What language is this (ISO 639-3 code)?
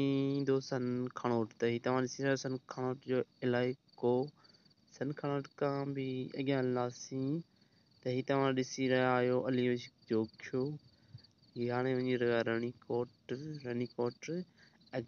snd